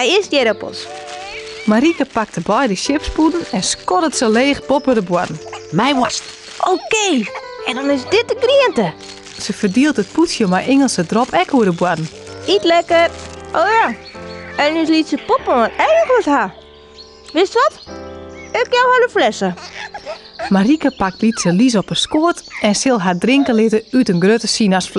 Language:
Western Frisian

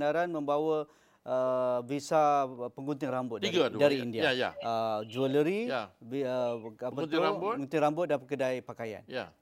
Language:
Malay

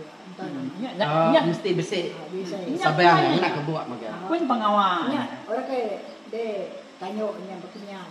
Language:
Iban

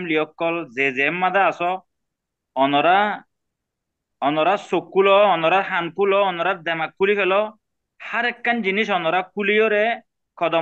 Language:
Rohingya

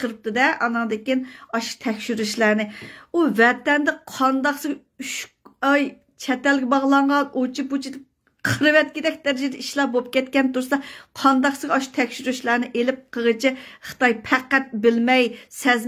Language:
Uyghur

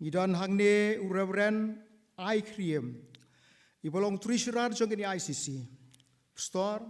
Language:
Khasi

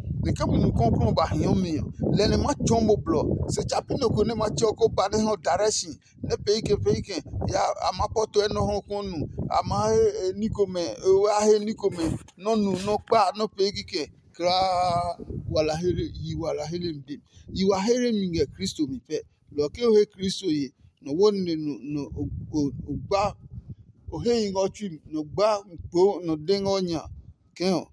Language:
Adangme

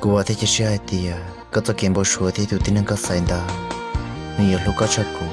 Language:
Hmong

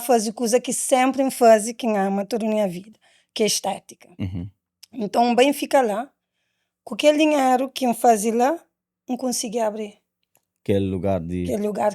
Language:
Kabuverdianu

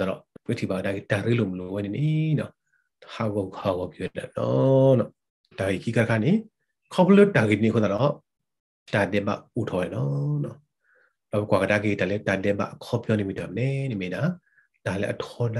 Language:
Burmese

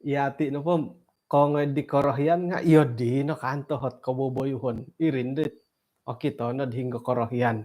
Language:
Central Dusun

